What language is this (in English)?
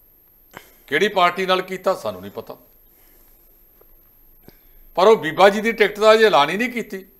Punjabi